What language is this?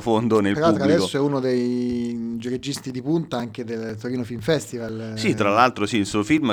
Italian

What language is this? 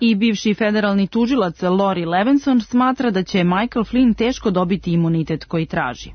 Serbian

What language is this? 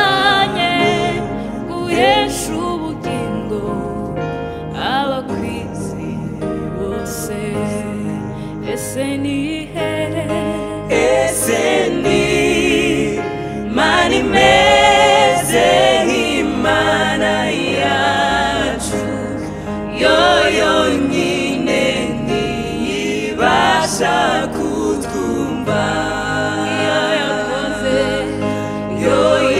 Kinyarwanda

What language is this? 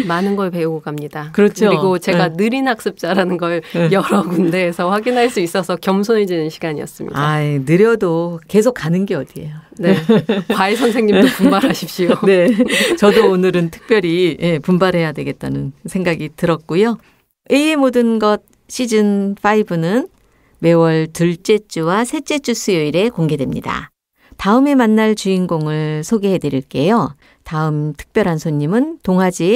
Korean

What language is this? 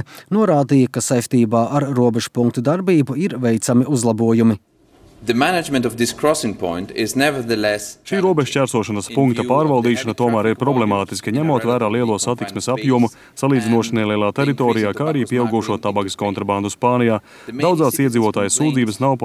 Latvian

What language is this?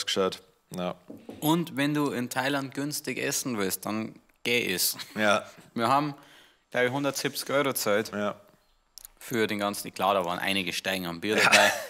Bavarian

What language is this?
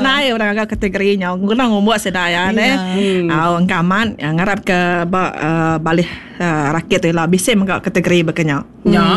Iban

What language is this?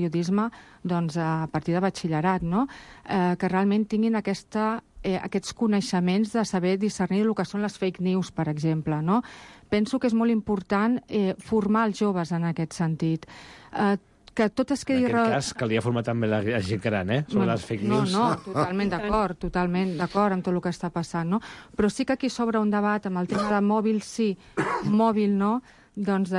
Catalan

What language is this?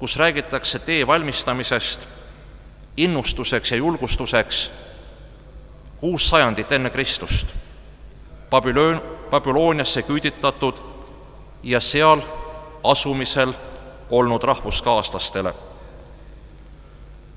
Estonian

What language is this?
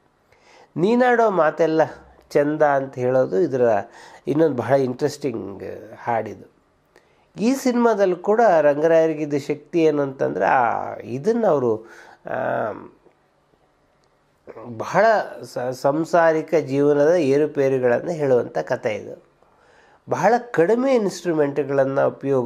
Kannada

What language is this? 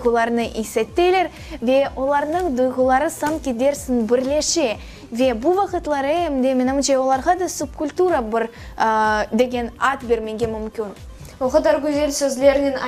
Crimean Tatar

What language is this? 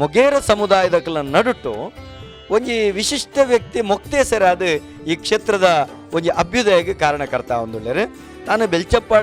Tulu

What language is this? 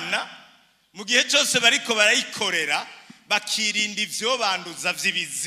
Rundi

